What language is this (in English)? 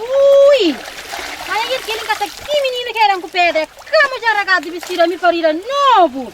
Kabuverdianu